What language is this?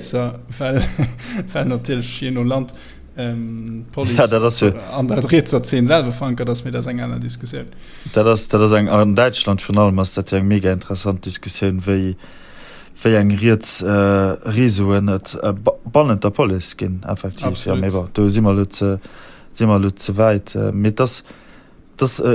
Luxembourgish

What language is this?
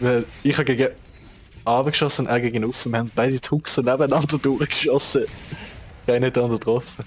Swiss German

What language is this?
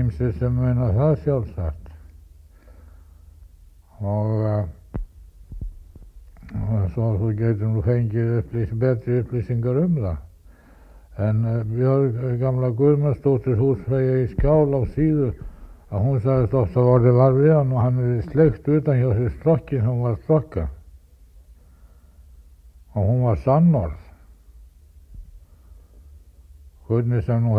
Icelandic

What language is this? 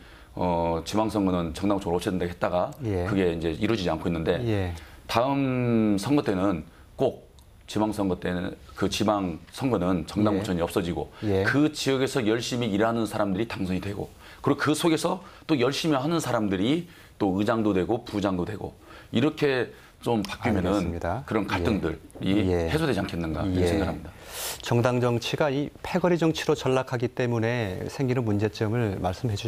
Korean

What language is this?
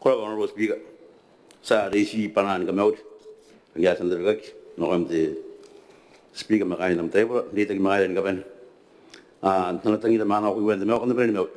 Gilbertese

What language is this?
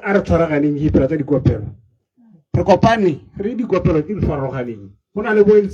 Tswana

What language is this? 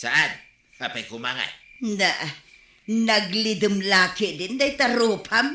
Iloko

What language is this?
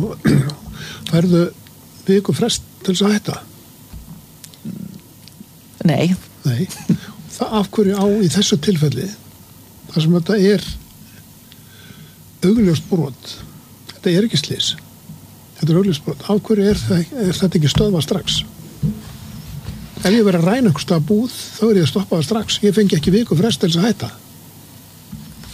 Icelandic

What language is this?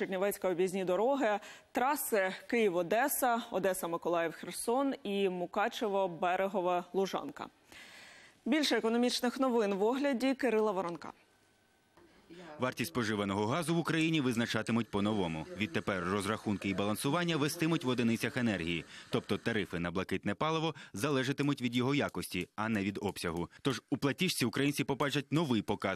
Ukrainian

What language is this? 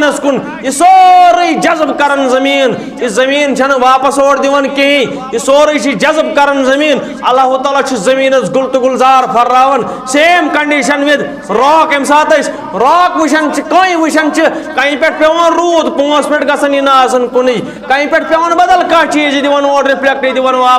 Kashmiri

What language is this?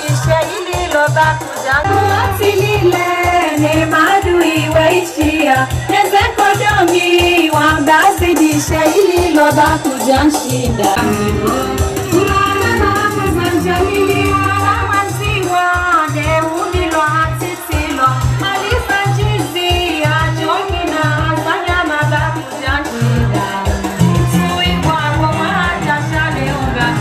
Swahili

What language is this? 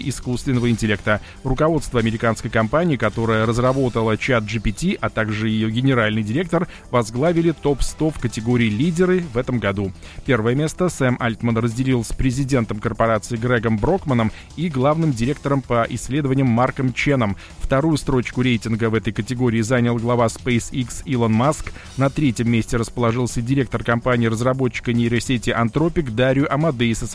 Russian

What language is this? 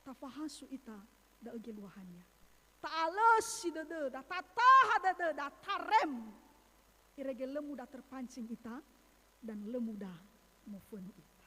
Nias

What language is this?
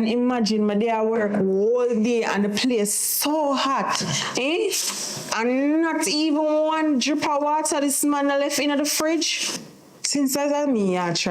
Jamaican Creole English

